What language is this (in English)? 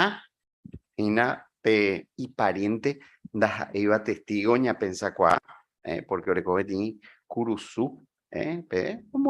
Guarani